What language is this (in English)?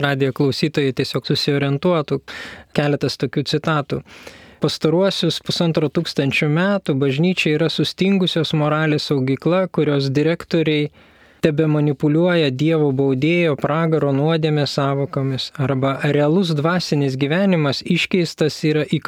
Lithuanian